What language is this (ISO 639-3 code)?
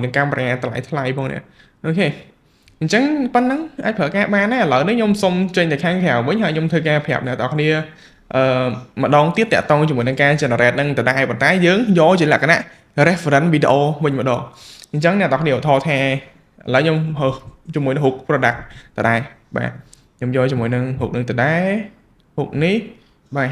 khm